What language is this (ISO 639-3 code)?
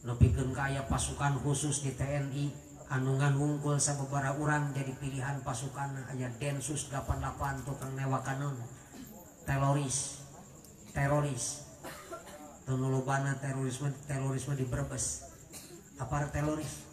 sun